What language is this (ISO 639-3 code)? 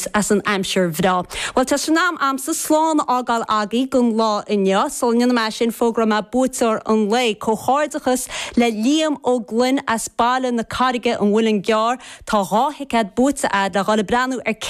gle